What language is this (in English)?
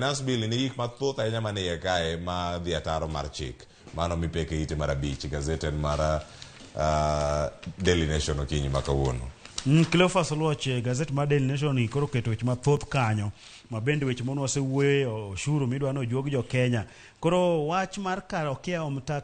Luo (Kenya and Tanzania)